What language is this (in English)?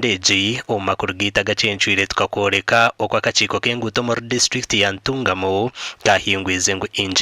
Nyankole